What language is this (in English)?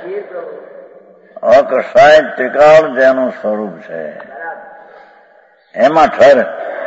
Gujarati